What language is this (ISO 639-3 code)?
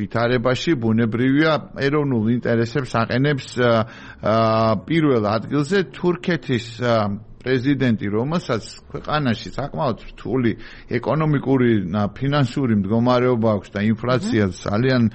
kat